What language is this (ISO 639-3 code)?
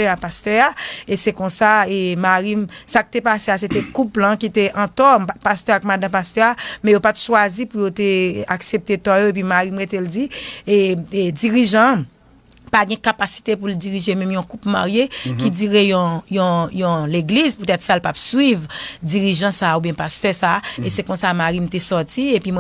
hat